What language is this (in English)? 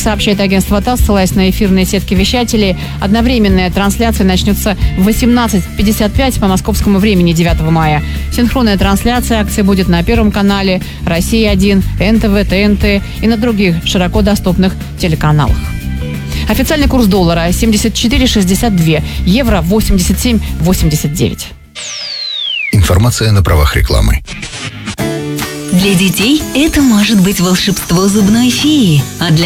Russian